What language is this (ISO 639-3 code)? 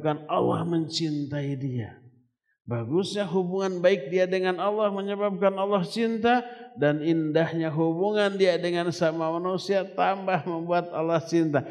ind